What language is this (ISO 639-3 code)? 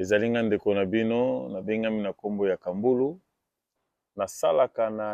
lin